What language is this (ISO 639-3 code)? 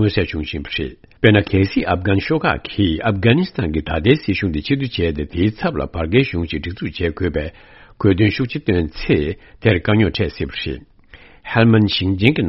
bod